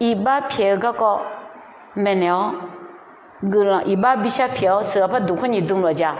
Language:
Akha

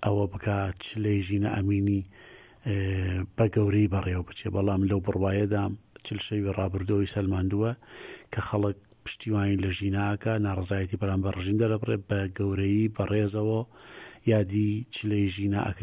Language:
Central Kurdish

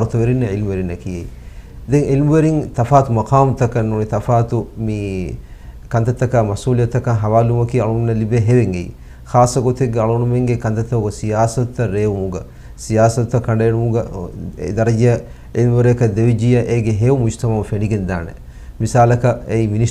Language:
Divehi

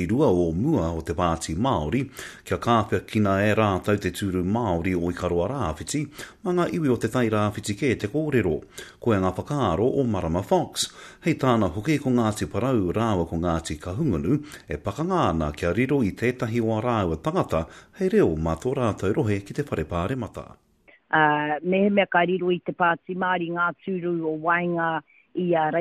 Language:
Māori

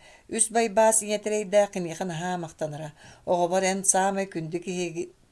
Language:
Yakut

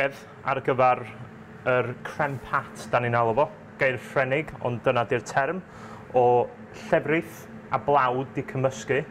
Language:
Welsh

